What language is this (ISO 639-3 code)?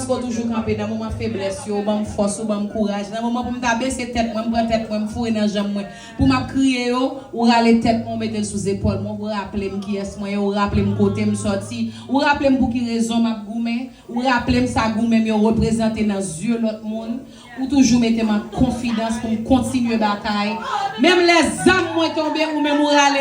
hat